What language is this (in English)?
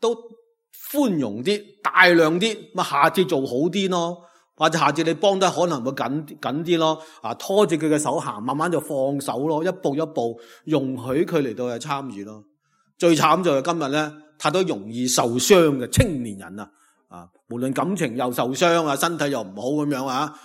Cantonese